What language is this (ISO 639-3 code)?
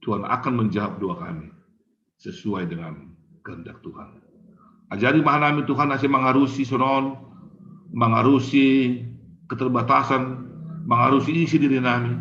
bts